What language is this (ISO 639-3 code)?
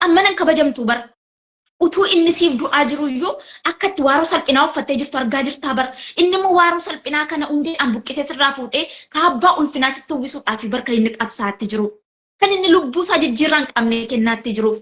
orm